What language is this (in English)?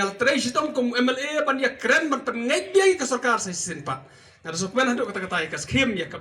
Khasi